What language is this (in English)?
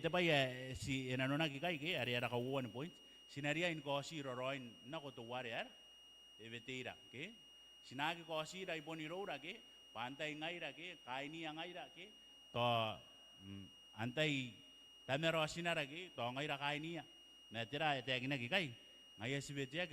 Gilbertese